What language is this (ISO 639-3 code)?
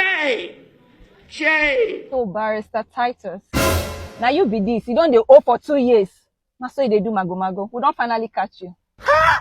pcm